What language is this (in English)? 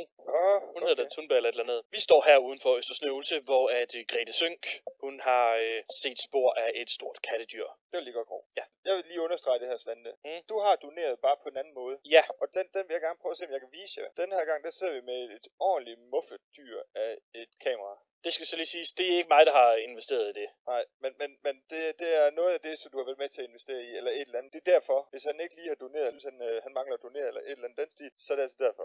Danish